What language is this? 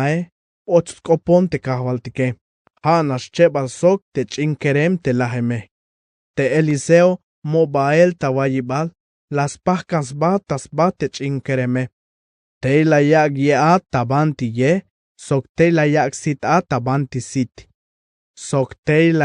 Tzeltal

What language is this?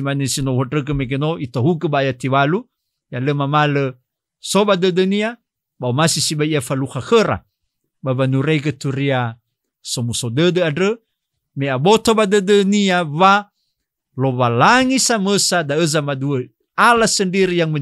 Nias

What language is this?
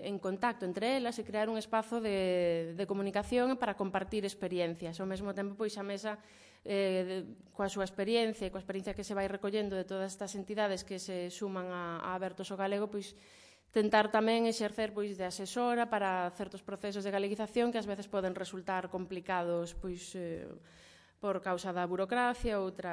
Galician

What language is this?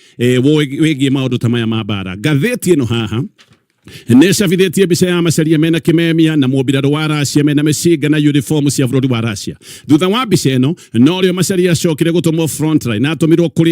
Kikuyu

